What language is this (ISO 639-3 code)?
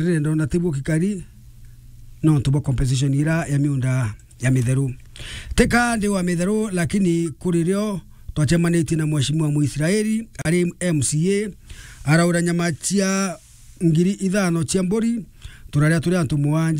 mer